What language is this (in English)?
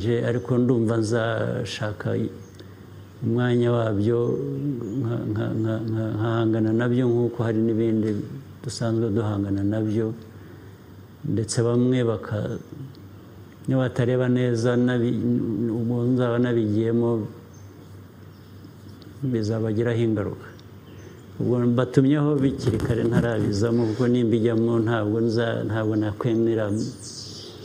Kinyarwanda